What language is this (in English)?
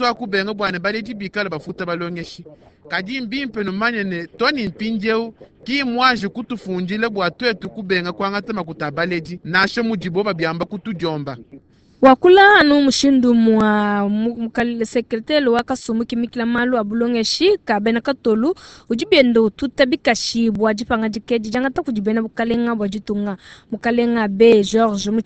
Luba-Lulua